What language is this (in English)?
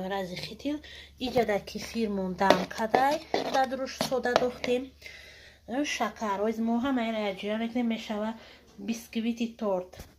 Tajik